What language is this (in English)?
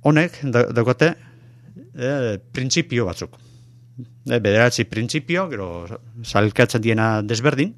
Basque